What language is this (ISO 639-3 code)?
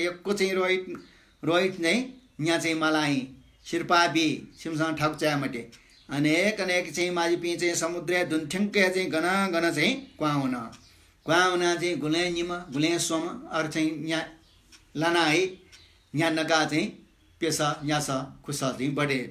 new